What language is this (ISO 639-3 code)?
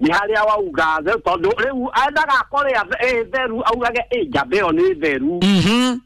kik